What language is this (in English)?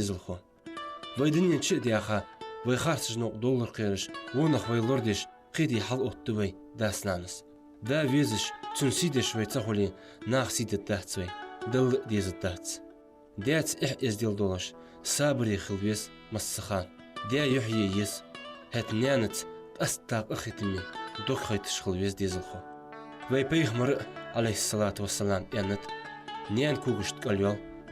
Ingush